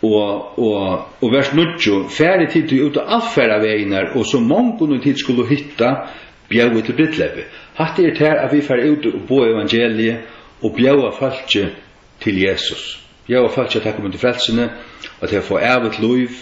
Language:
Faroese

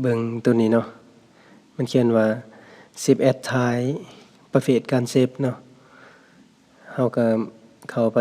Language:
Lao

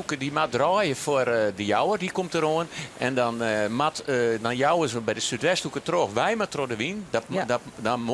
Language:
Western Frisian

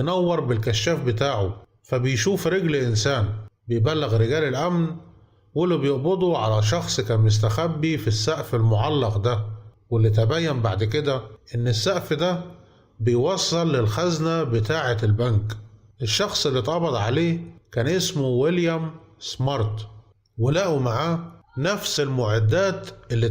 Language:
Egyptian Arabic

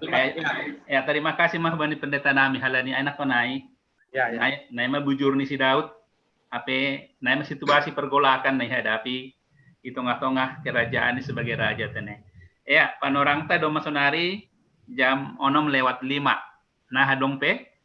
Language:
Batak Simalungun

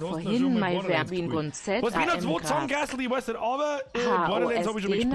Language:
Bavarian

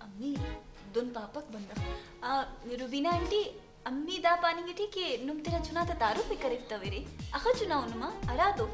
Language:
Brahui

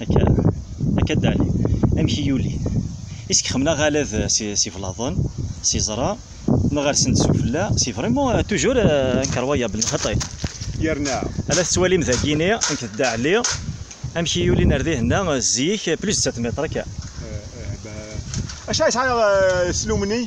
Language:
Kabyle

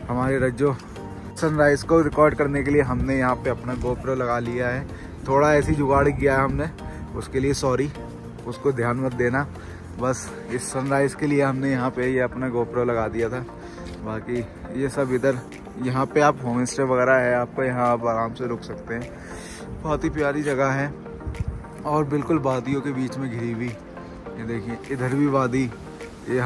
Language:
Hindi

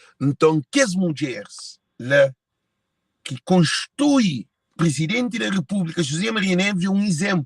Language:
Kabuverdianu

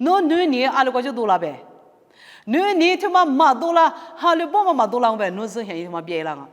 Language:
Lisu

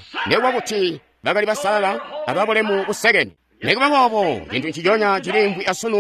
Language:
Tonga (Zambia)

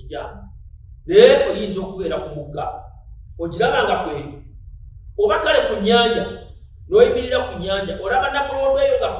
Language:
Ganda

